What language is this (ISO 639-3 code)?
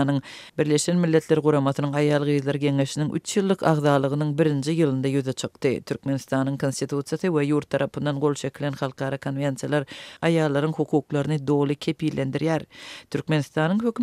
tuk